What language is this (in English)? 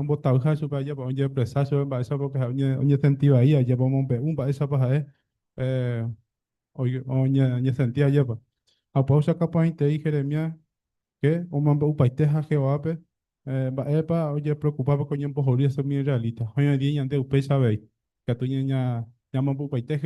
Guarani